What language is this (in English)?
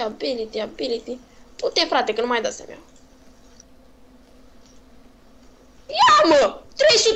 Romanian